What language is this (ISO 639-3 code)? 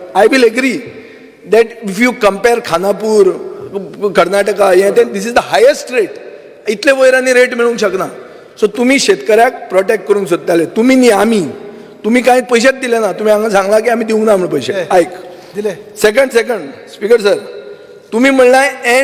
kok